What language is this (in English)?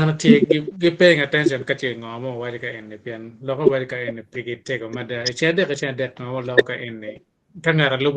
Acoli